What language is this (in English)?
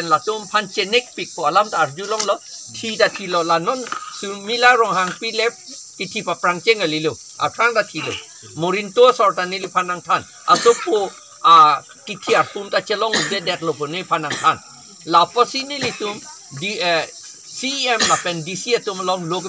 Karbi